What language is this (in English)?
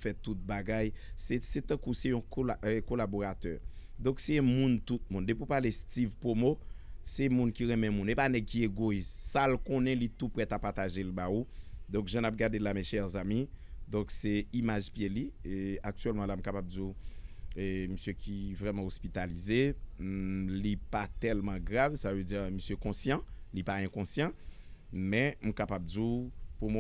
Haitian Creole